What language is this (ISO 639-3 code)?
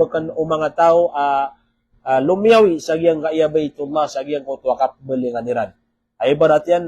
mrw